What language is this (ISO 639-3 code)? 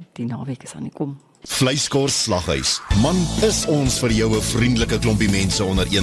afr